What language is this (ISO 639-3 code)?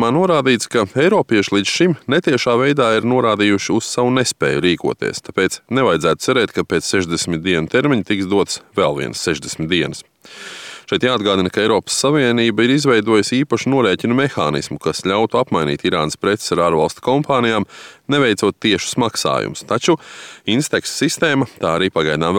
lav